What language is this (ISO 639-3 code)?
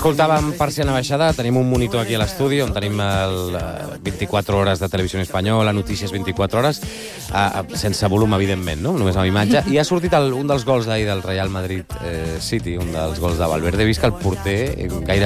cat